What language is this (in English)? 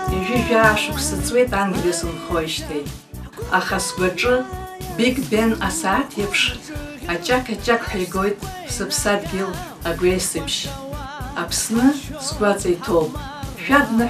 Abkhazian